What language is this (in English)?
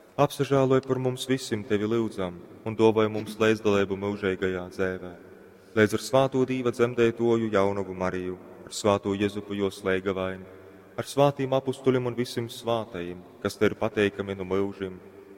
Latgalian